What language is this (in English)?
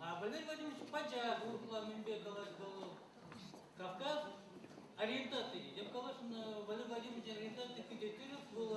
Chuvash